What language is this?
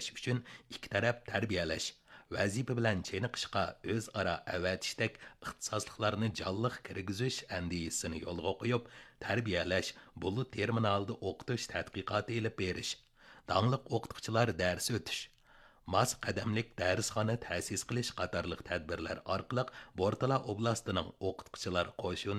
Uyghur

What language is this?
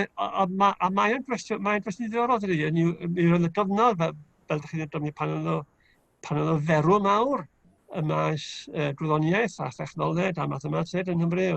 Welsh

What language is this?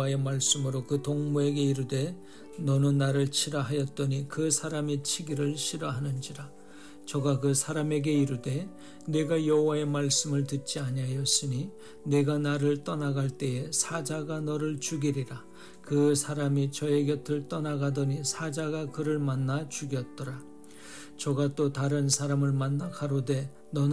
Korean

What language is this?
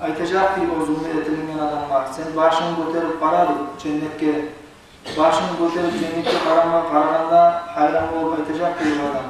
Kumyk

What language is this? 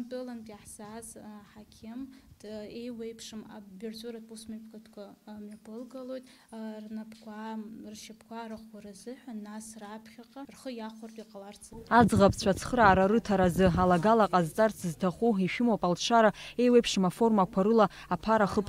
Abkhazian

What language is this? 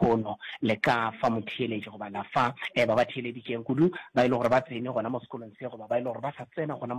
Northern Sotho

